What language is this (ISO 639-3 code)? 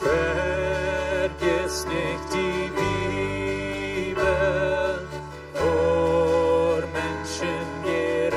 pdt